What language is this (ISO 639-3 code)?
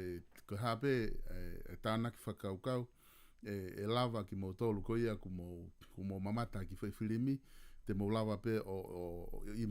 ton